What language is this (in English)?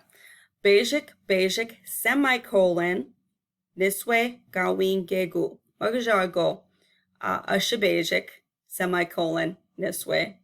Chippewa